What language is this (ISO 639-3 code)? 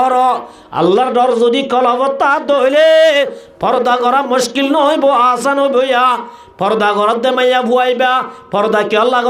rhg